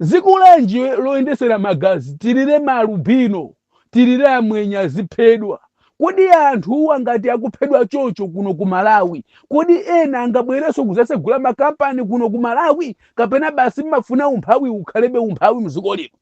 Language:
Nyanja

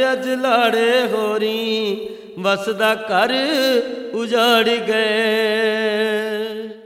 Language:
Punjabi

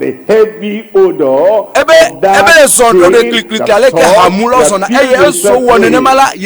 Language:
Ewe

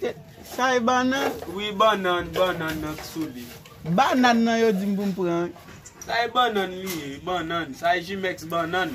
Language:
Haitian Creole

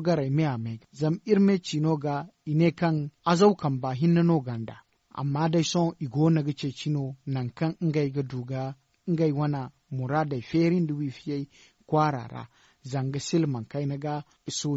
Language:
Zarma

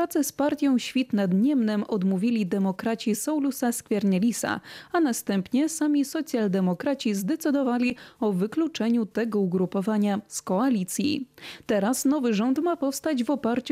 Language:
Polish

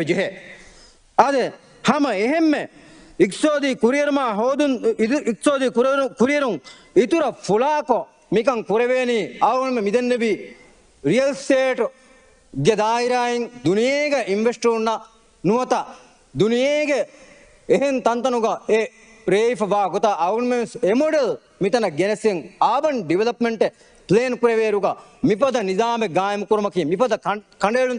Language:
Divehi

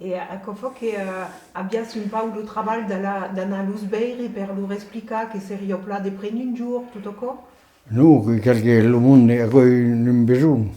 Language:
Occitan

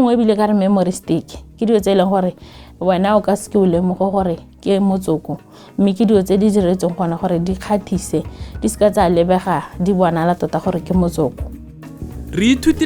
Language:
Tswana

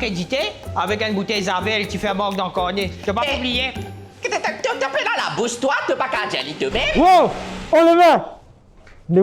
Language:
Morisyen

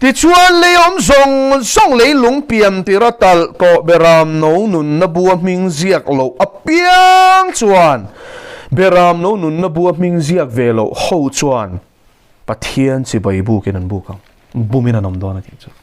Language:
Mizo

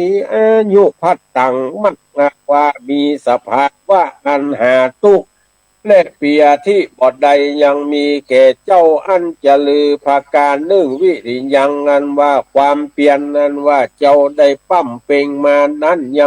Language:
Northern Thai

